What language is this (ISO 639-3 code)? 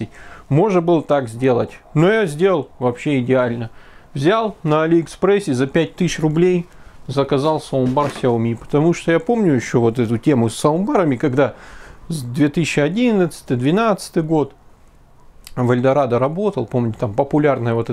rus